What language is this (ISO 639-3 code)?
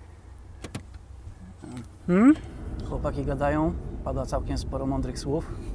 pol